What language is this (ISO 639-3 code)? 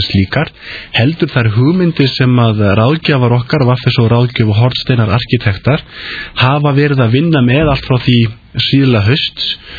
isl